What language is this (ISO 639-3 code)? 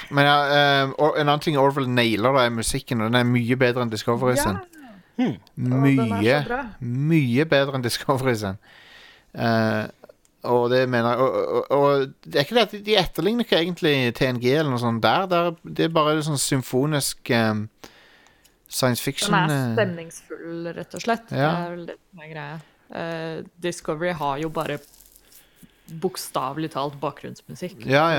nor